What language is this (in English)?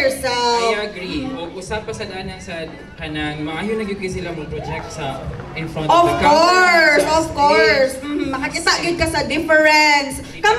Cebuano